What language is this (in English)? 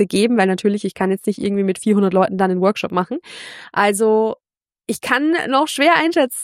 German